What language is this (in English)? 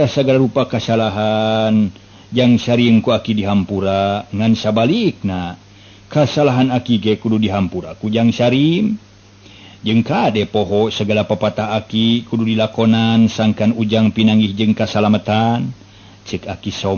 Sundanese